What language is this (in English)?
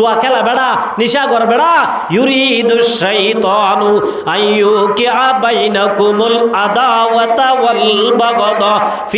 Rohingya